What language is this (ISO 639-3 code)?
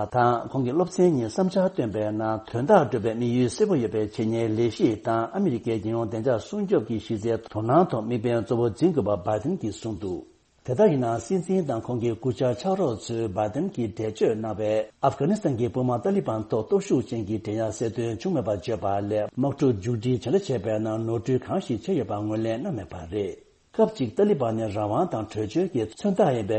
bod